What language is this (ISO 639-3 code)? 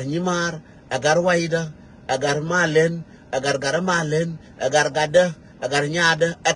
nus